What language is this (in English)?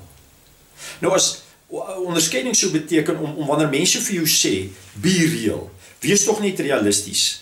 Afrikaans